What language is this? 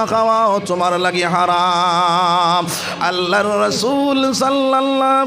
Sylheti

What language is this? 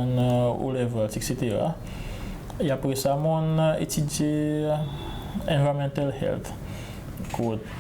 Seselwa Creole French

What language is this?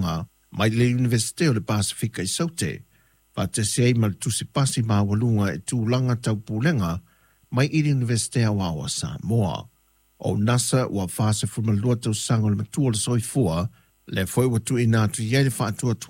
Samoan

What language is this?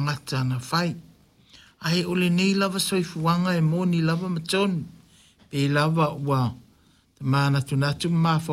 Samoan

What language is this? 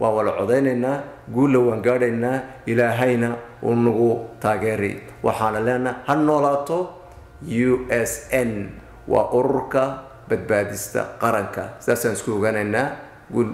Somali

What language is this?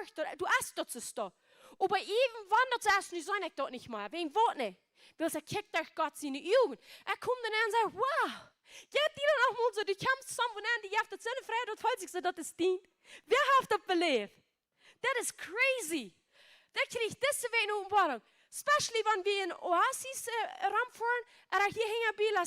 Plautdietsch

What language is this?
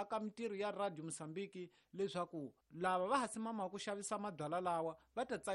Tsonga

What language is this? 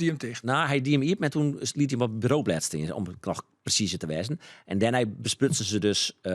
Western Frisian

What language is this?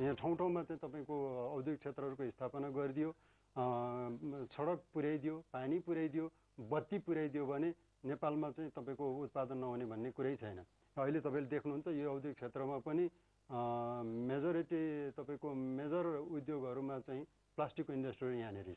Nepali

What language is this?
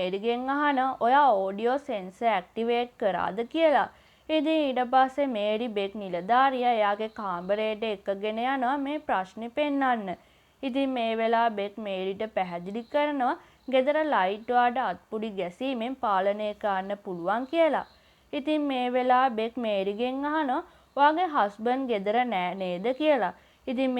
Sinhala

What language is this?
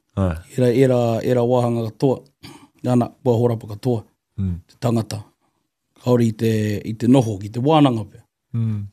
Māori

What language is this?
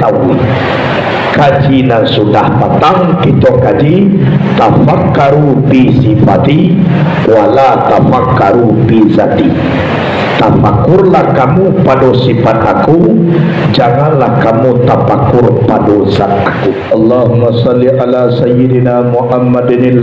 Minangkabau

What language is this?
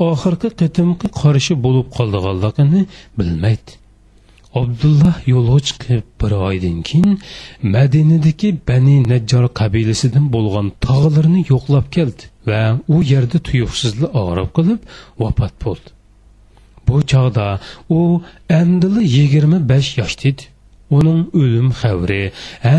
Uyghur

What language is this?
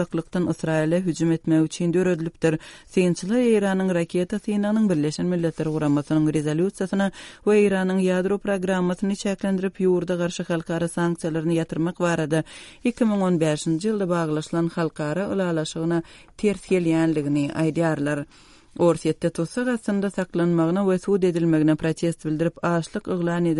Turkmen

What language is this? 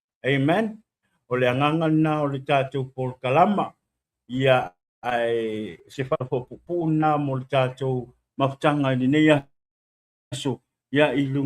Samoan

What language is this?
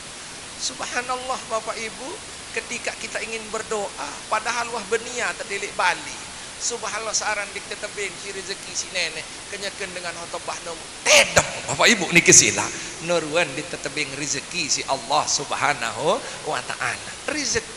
Sasak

